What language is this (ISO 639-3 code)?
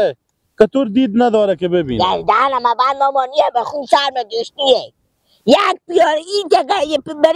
fas